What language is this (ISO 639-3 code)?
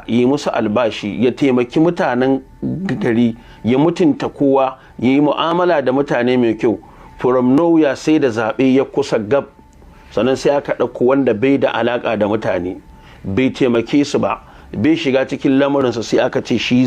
hau